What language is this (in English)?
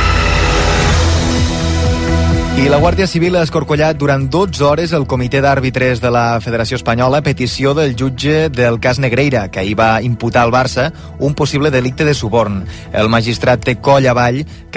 Catalan